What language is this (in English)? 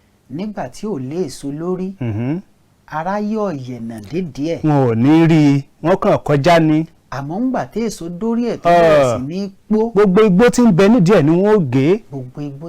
Yoruba